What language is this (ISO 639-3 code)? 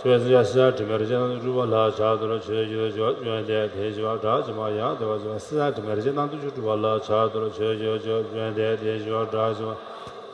bod